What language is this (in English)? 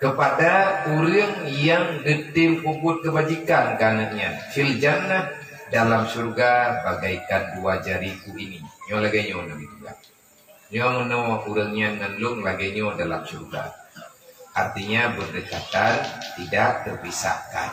Achinese